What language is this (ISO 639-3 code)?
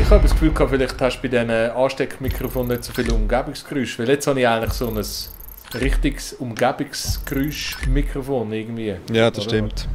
gsw